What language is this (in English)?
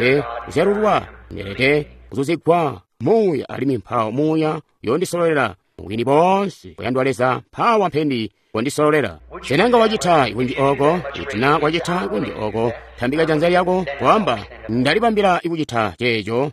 Tonga (Zambia)